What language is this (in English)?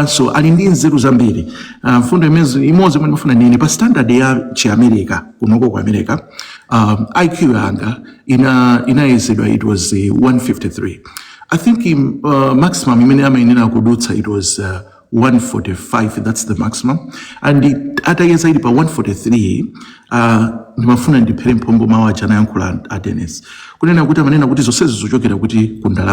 Nyanja